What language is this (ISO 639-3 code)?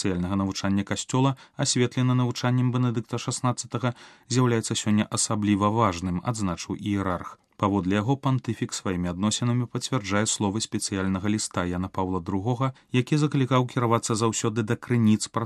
bel